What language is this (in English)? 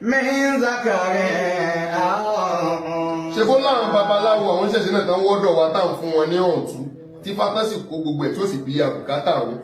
Yoruba